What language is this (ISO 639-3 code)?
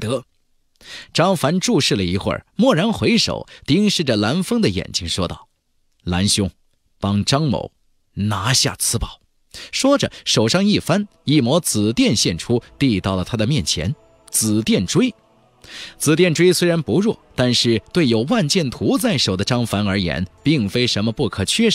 zho